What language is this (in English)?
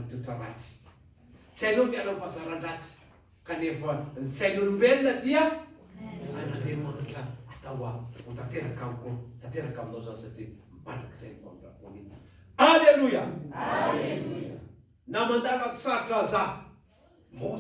Malagasy